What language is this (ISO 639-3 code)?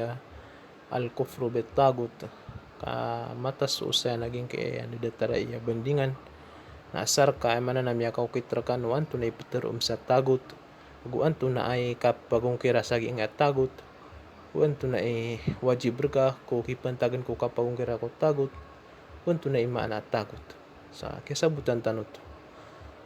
mrw